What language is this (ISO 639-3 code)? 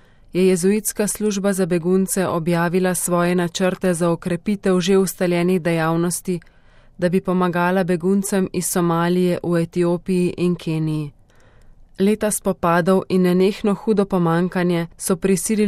slv